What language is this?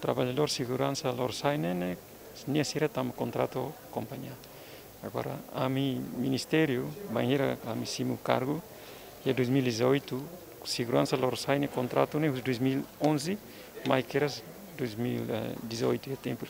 Tetum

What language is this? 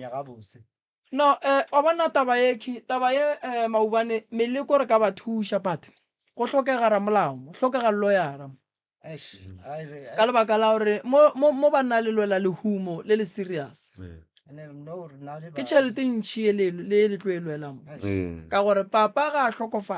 Northern Sotho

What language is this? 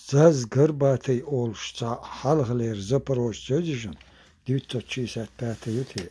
Chechen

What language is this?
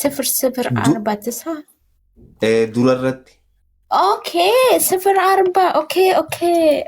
Oromo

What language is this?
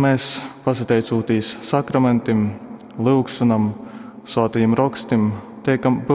Latgalian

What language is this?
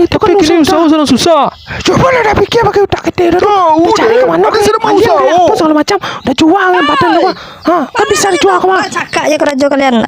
Minangkabau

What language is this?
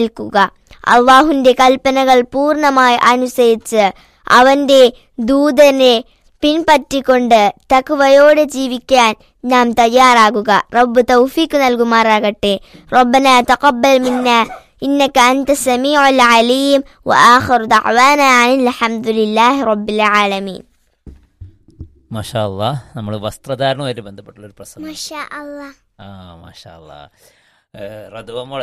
Malayalam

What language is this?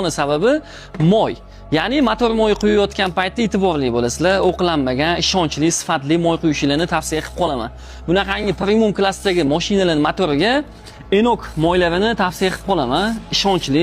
Uzbek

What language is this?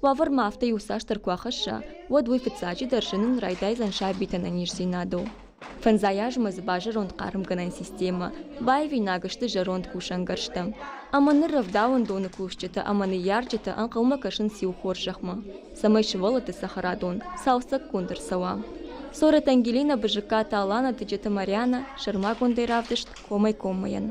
Ossetic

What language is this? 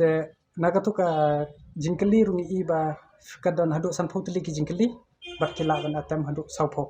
Khasi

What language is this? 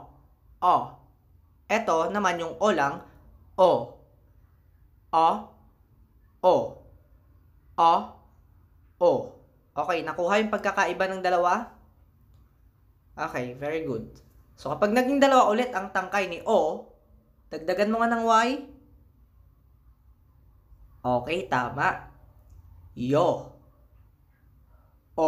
Filipino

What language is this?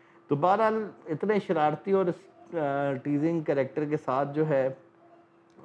Urdu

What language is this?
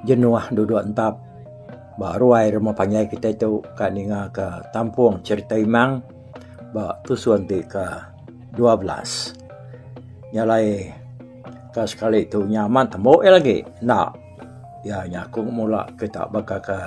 Iban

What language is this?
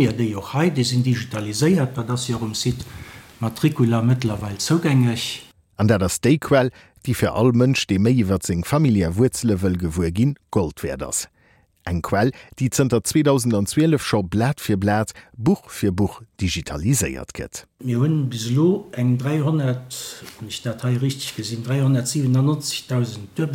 Luxembourgish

